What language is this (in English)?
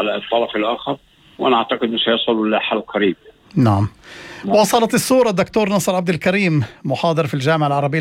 North Levantine Arabic